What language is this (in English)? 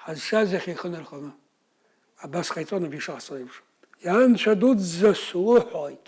Abkhazian